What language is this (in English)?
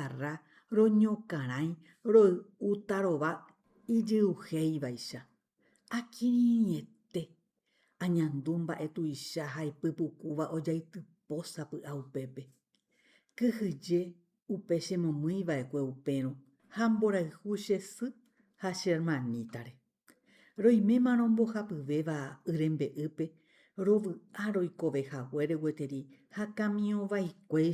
Guarani